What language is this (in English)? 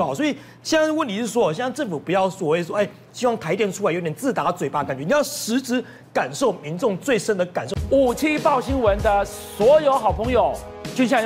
Chinese